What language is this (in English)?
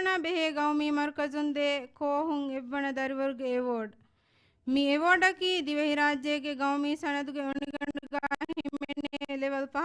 Divehi